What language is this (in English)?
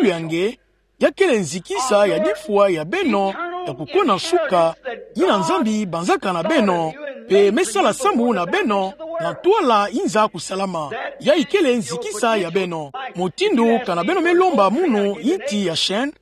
Kituba (Democratic Republic of Congo)